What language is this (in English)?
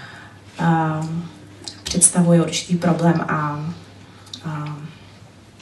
Czech